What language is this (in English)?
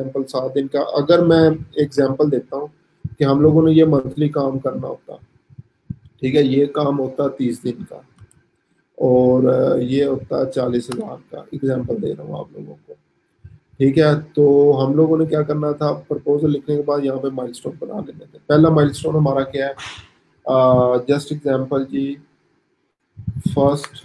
Hindi